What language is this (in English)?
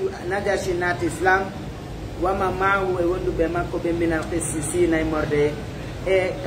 Fula